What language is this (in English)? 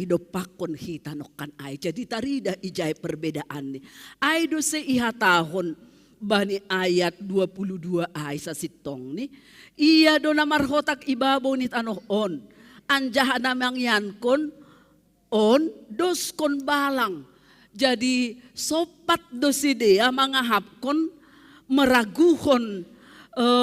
Batak Simalungun